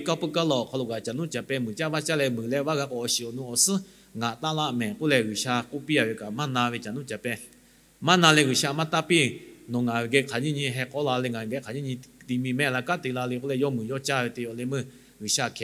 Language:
Lahu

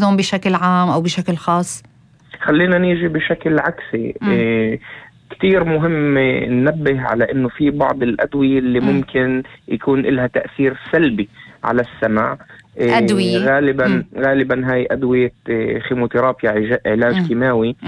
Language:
North Levantine Arabic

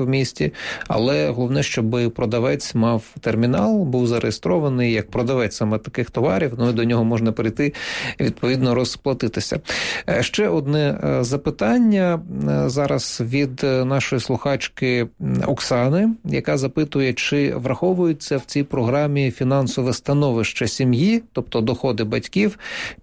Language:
Ukrainian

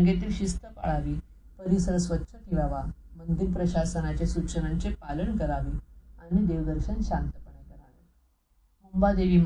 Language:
Marathi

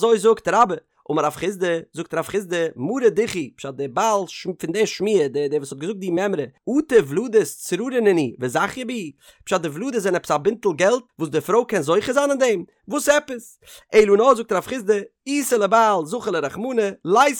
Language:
Yiddish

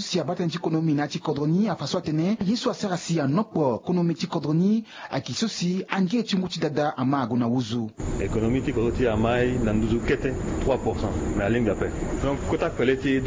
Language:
Sango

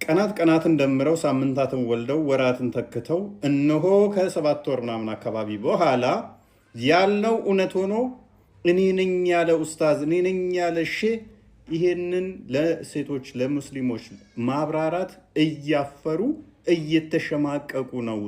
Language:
Amharic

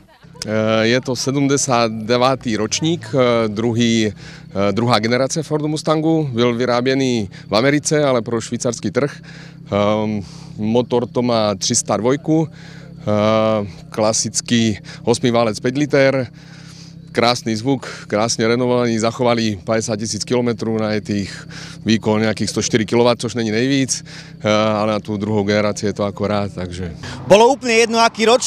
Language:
Slovak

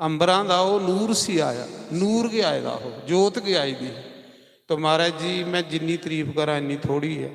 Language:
Dogri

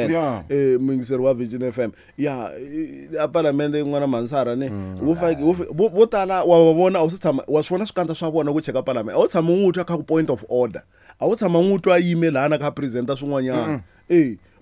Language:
Tsonga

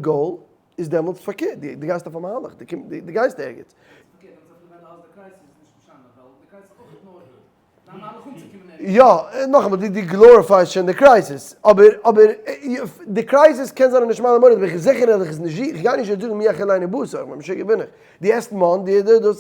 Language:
Yiddish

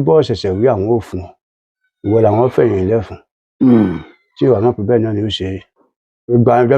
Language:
Yoruba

